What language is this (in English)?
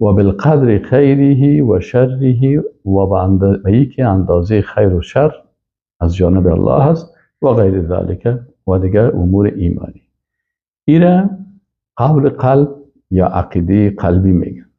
Persian